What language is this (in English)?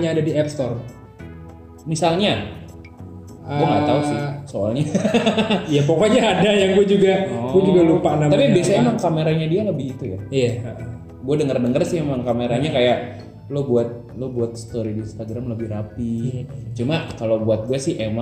Indonesian